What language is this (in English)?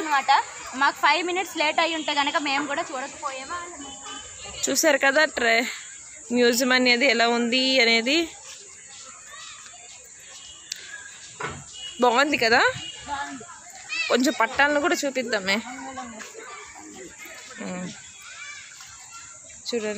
Telugu